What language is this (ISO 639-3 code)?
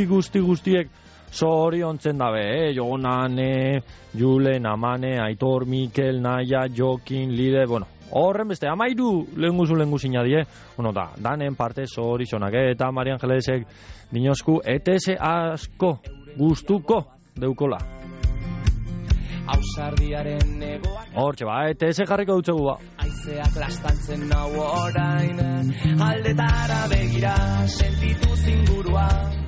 eus